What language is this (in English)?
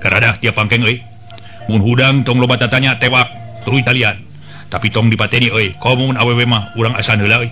Sundanese